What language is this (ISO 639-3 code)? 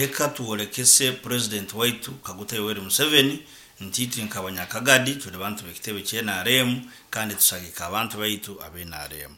nyo